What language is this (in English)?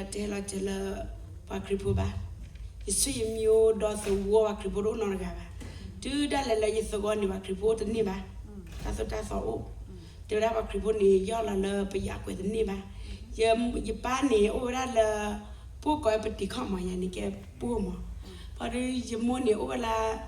S'gaw Karen